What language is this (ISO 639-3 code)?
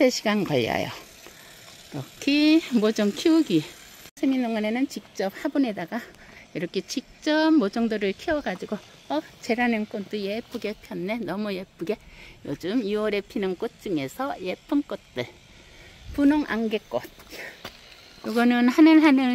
kor